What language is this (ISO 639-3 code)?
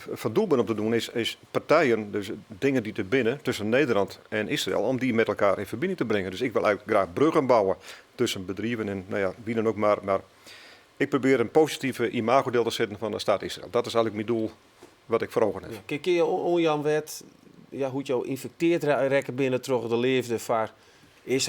fry